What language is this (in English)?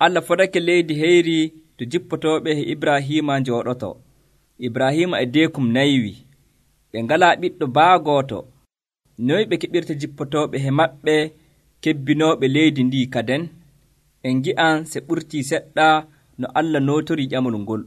Nigerian Fulfulde